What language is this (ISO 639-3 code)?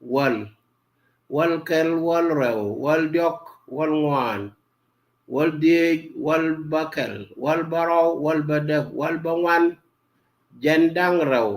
nus